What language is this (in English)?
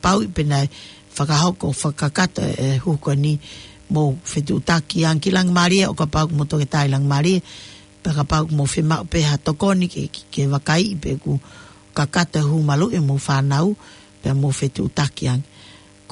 Tongan